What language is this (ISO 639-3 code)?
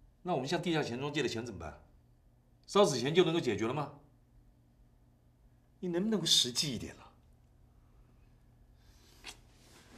zho